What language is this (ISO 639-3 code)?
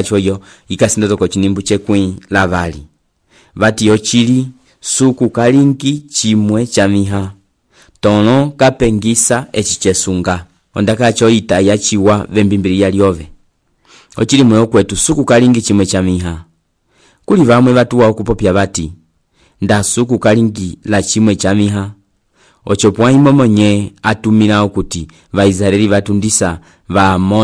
umb